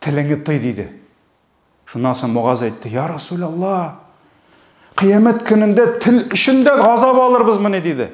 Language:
Tatar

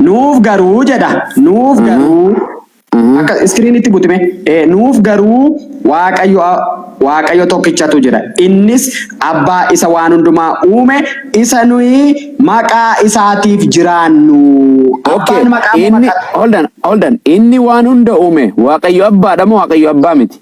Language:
Oromo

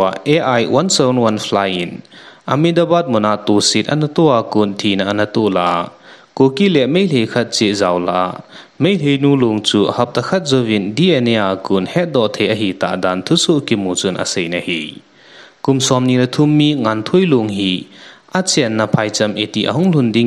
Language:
Thado Chin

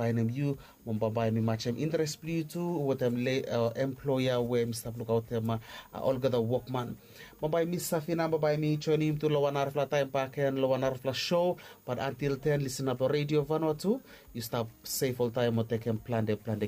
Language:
Bislama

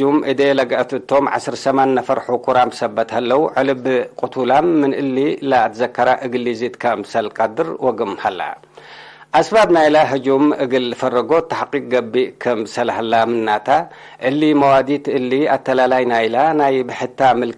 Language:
Tigre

